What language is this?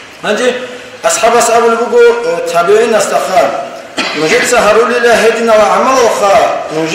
Avaric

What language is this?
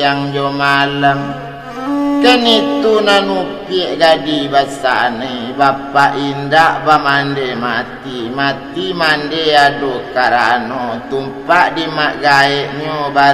Minangkabau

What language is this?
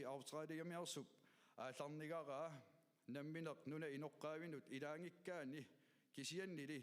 Kalaallisut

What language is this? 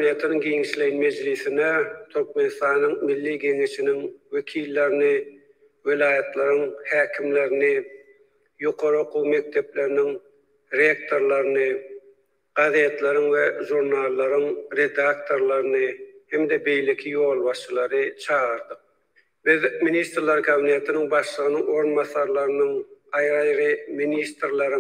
Turkmen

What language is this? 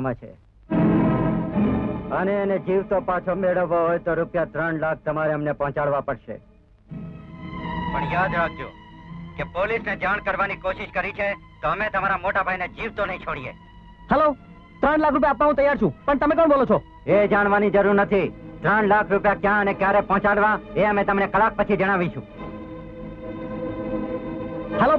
Gujarati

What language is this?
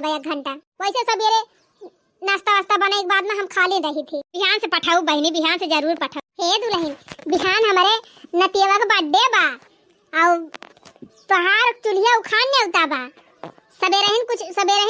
Awadhi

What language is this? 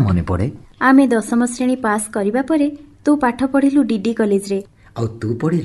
Odia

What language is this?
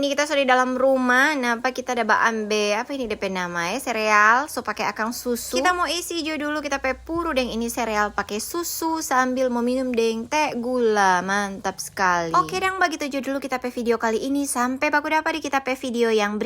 Manado Malay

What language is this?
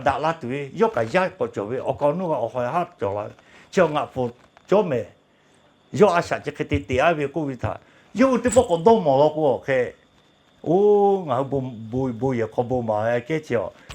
Lahu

